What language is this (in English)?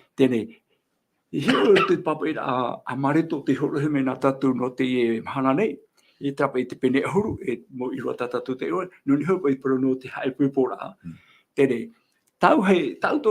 Tahitian